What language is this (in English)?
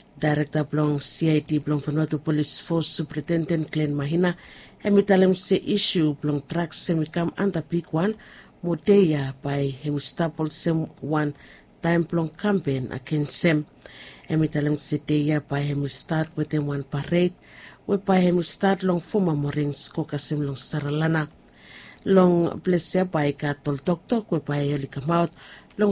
Bislama